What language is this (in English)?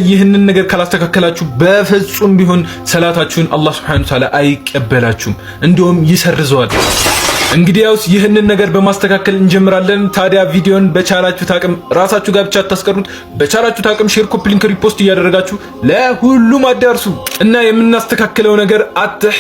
Amharic